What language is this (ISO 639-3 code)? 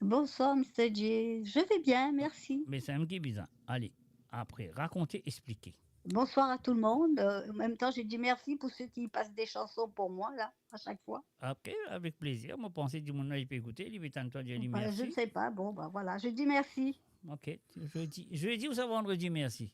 mfe